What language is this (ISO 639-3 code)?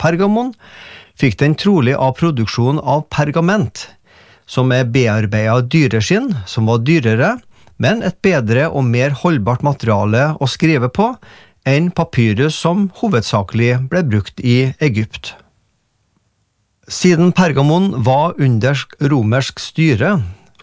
nor